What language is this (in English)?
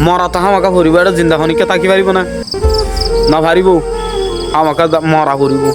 Rohingya